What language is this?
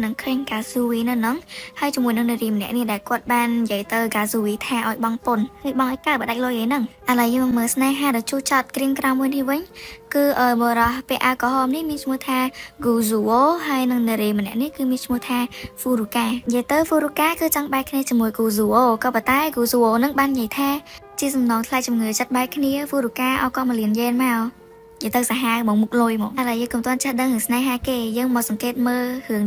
Khmer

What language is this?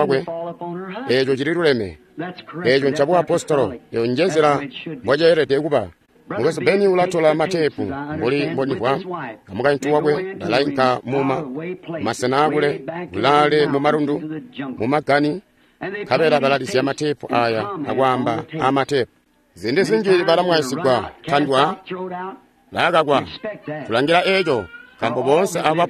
Tonga (Zambia)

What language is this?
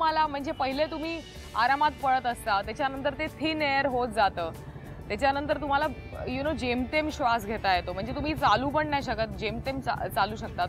Marathi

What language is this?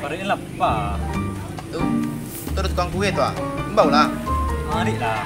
Minangkabau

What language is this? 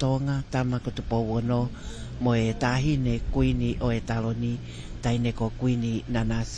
Tongan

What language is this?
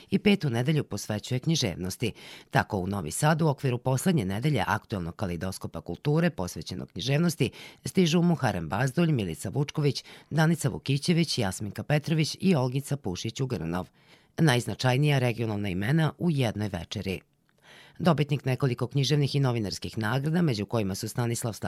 Serbian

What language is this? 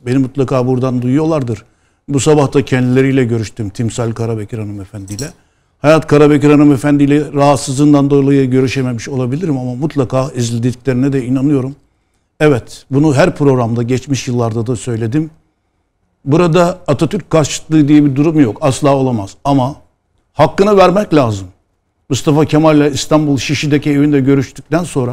Turkish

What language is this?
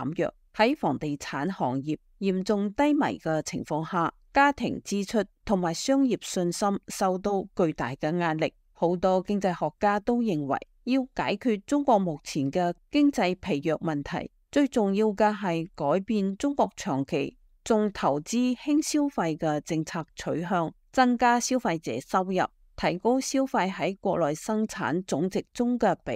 Cantonese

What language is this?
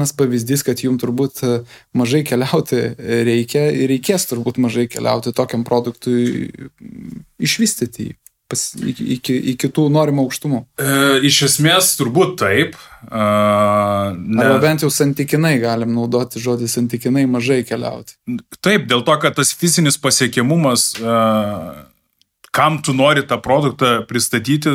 Lithuanian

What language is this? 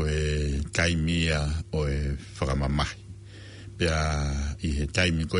Tongan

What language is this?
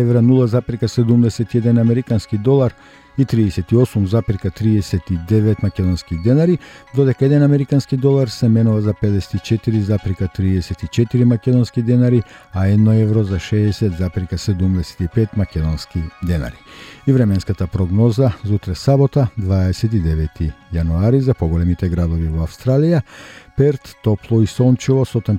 Macedonian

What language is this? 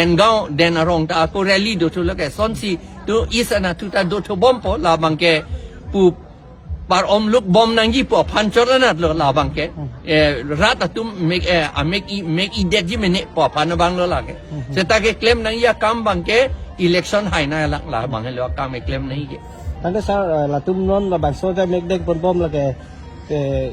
Karbi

